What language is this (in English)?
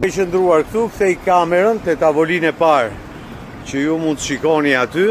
Albanian